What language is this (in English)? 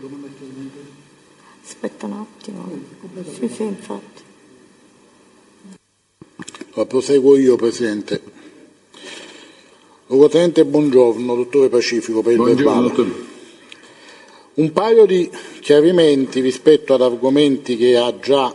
Italian